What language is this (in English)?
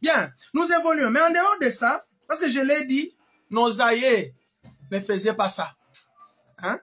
Luba-Lulua